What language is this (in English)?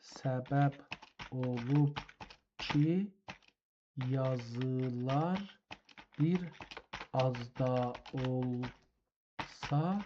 South Azerbaijani